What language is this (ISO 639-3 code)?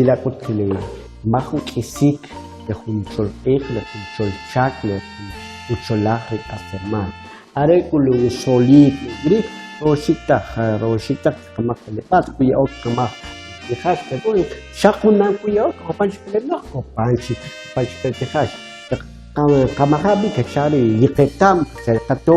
quc